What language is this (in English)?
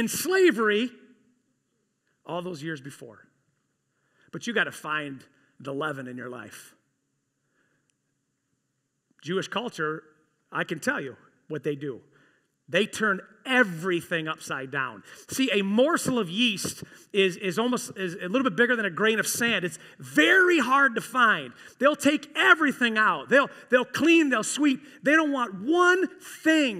English